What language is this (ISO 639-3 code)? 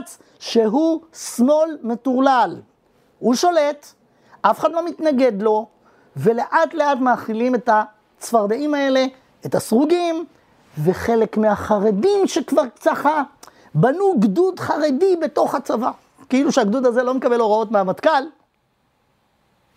heb